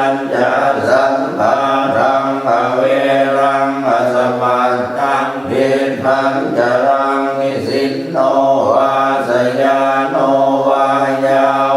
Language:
Pali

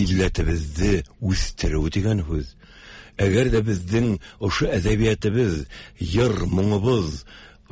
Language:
Tatar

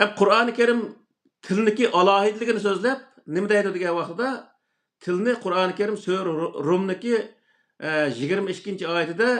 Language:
Uyghur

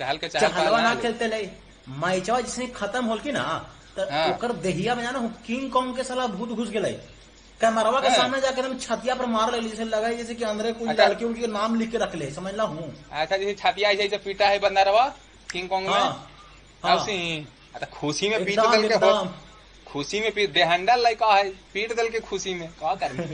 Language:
Magahi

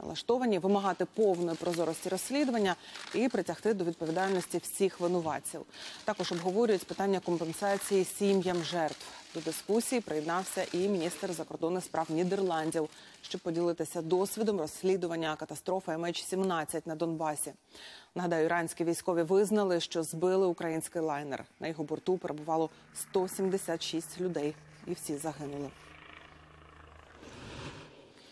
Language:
Ukrainian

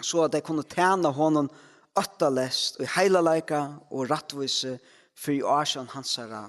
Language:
Faroese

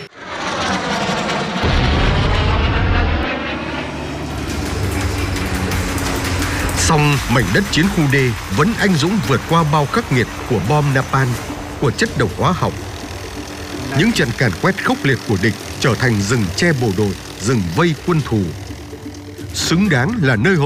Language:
Vietnamese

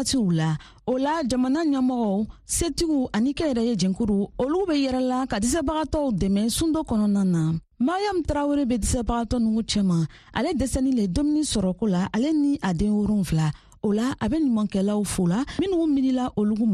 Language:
Bambara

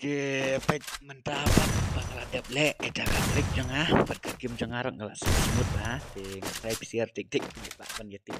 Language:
Khasi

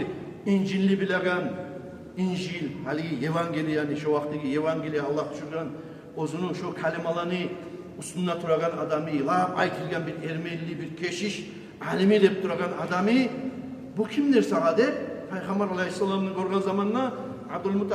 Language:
Kumyk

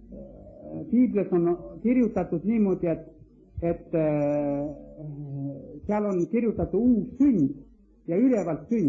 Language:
Estonian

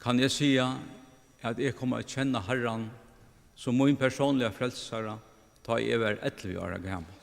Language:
Faroese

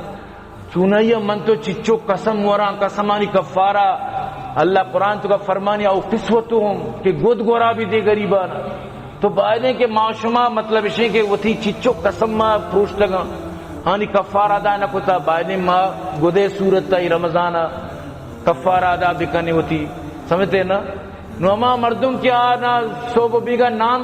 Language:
Eastern Balochi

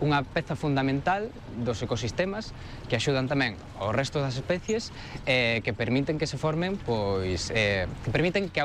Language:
Galician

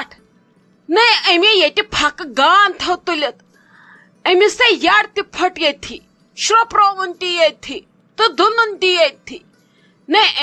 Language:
Kashmiri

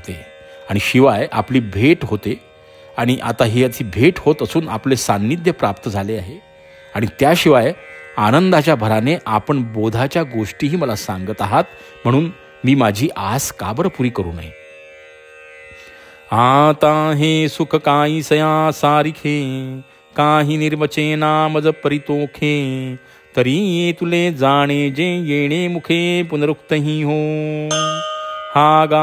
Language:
Marathi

